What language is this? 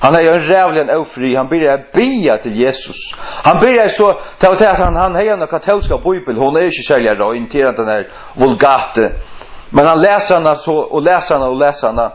Faroese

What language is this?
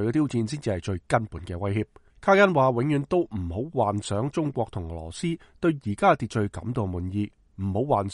Cantonese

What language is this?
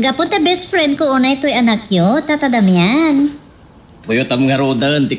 Iloko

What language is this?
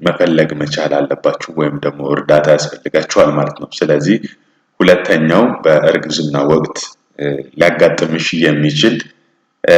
Amharic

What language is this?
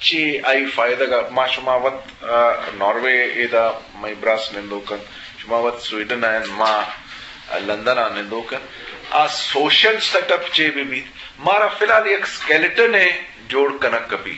Eastern Balochi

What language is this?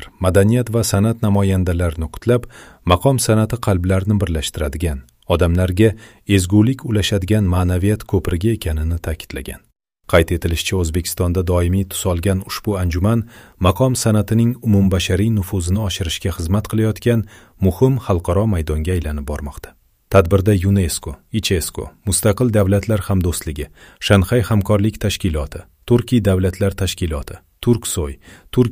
Uzbek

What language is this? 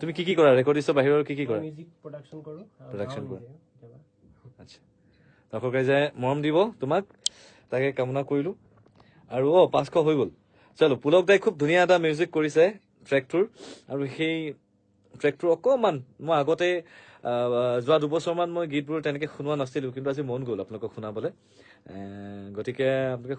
Assamese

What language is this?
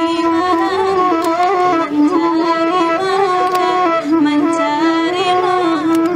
Minangkabau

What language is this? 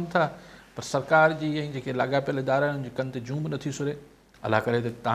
Sindhi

